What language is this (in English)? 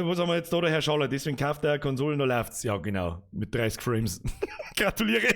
Bavarian